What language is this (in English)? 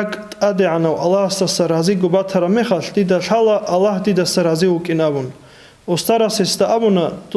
Avaric